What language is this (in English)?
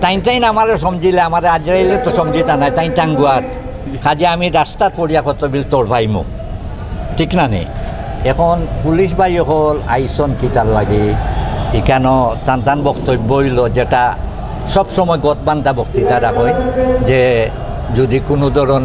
Sylheti